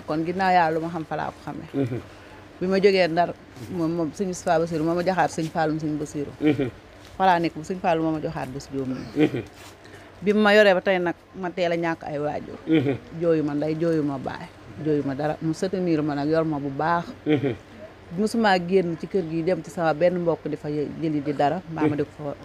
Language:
Wolof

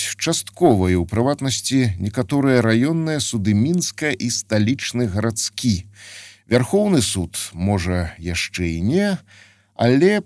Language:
Belarusian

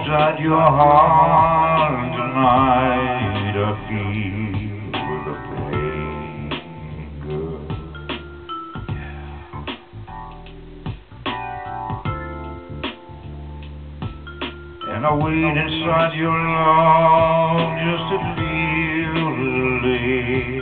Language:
English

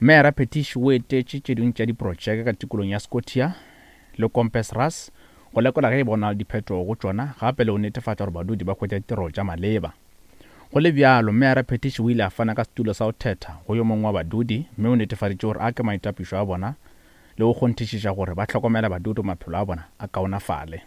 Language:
Northern Sotho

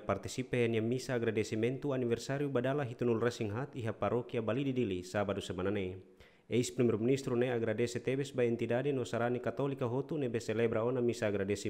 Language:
Tetum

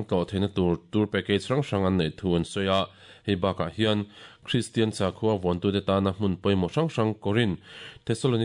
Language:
Mizo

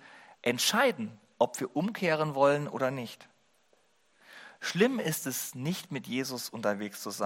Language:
German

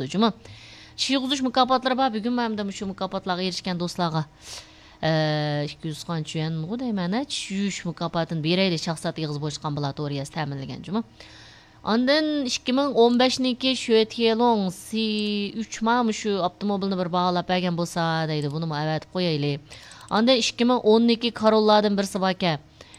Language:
Uyghur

